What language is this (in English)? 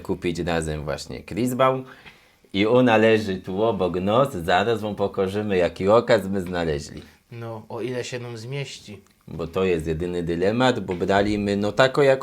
Silesian